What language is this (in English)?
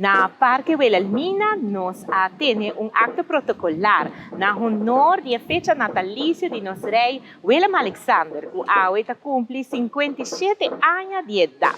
Papiamento